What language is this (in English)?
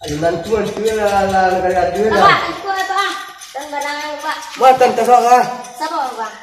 Minangkabau